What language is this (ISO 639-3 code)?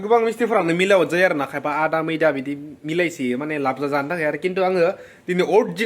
brx